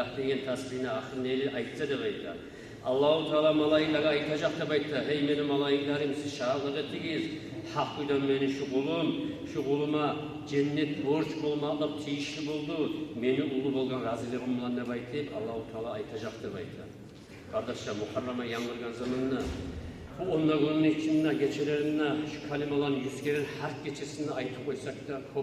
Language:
Kumyk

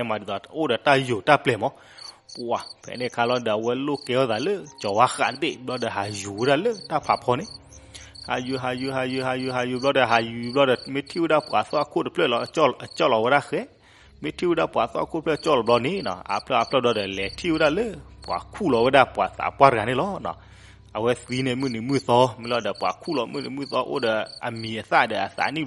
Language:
S'gaw Karen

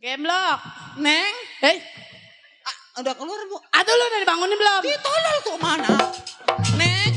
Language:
Betawi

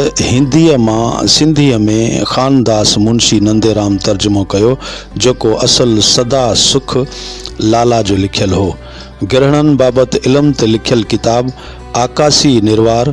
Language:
Sindhi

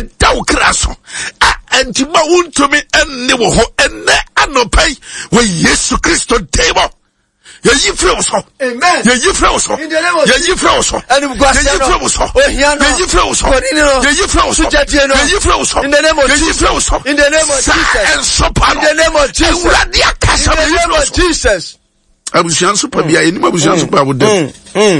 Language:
Akan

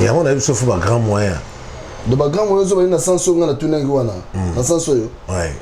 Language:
Lingala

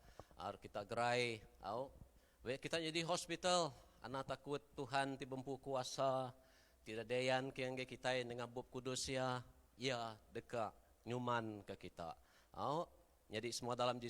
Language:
Iban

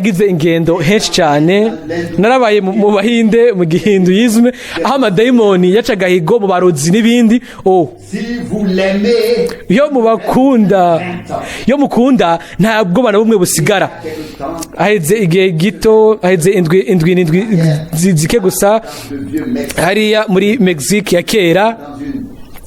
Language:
Rundi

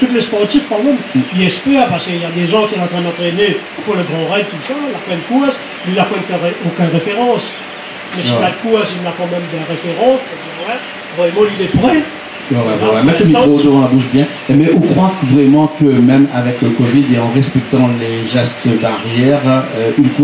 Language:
Réunion Creole French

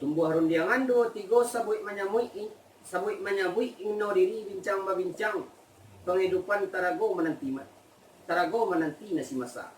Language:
Minangkabau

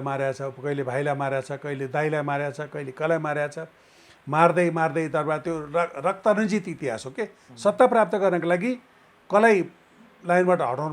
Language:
Nepali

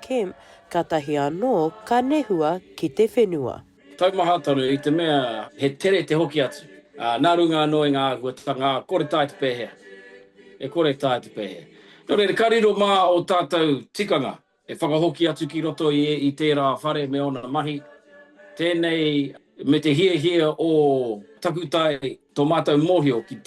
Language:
Māori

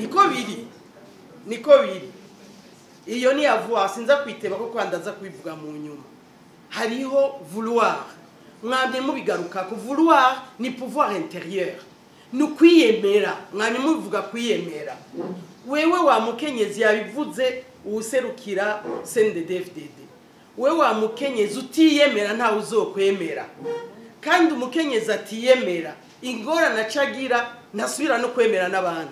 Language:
Rundi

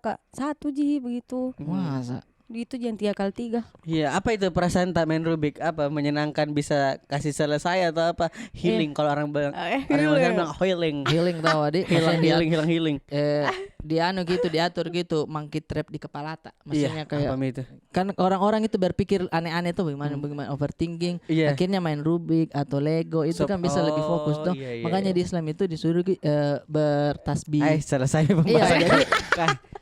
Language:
Makassar Malay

